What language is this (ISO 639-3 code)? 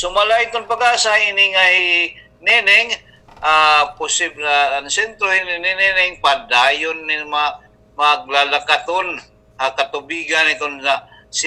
war